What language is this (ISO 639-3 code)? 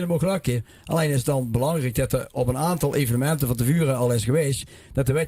lim